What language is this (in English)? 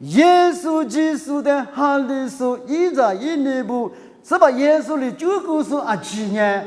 Lisu